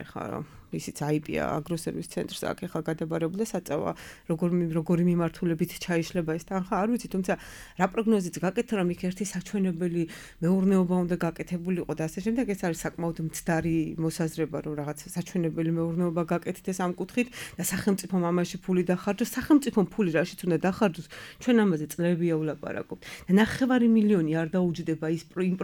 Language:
Georgian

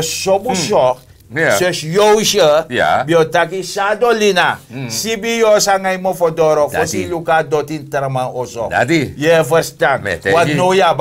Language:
Sranan Tongo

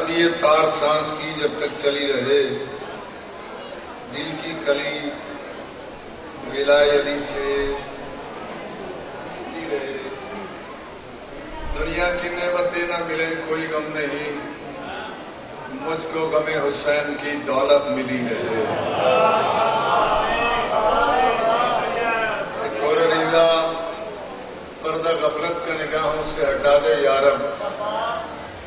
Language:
Urdu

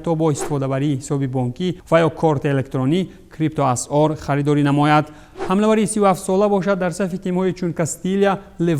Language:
Tajik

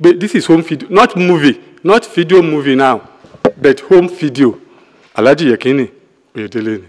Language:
Yoruba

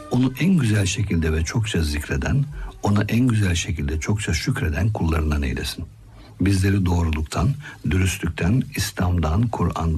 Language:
Turkish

